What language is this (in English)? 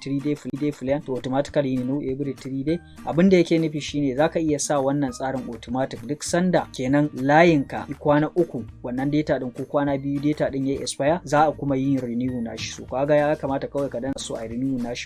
Hausa